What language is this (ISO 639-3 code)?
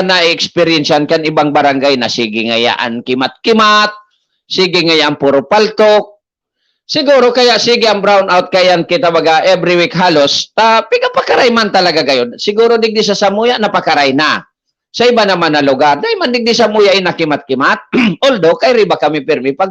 bik